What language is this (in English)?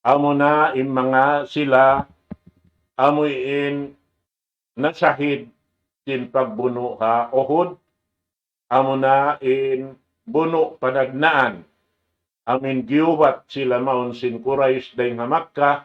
Tausug